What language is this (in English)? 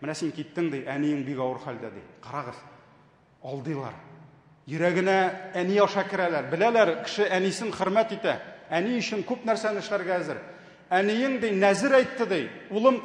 Tatar